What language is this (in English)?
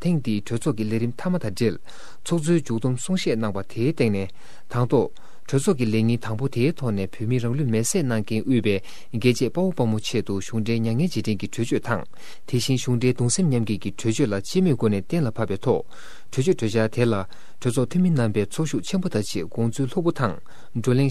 Tibetan